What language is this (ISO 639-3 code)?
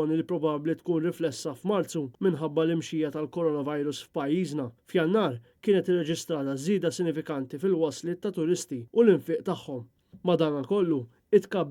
mlt